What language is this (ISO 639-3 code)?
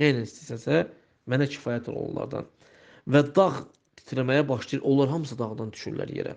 aze